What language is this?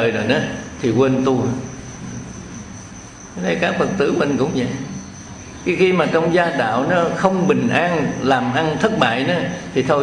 Vietnamese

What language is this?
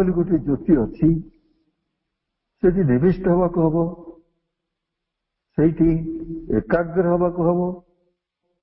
Odia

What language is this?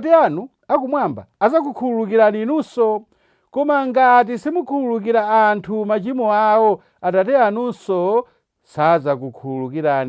Nyanja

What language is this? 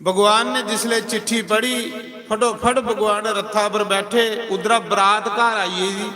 Dogri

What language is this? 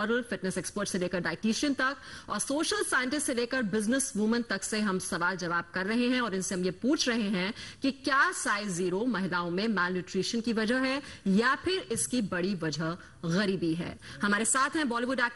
Hindi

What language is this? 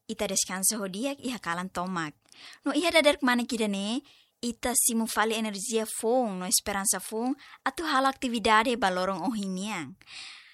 Tetum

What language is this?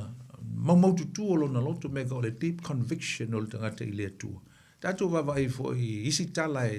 Samoan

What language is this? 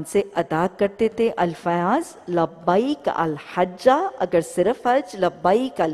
Urdu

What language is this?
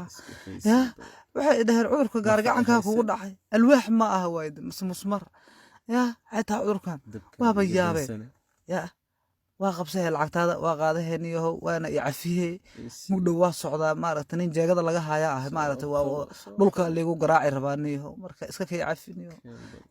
Somali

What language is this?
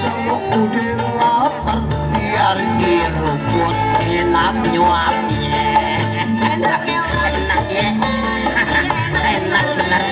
Betawi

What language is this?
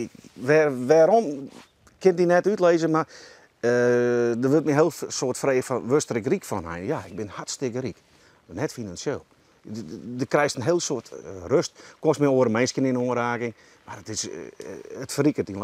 Western Frisian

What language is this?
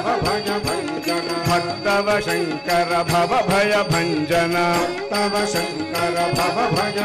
Telugu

